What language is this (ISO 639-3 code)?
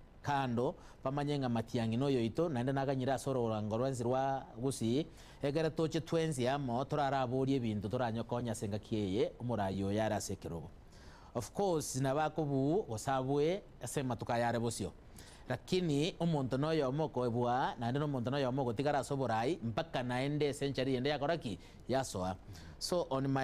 guz